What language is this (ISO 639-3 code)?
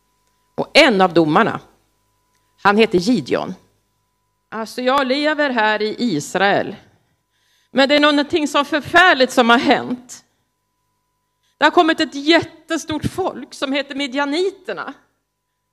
swe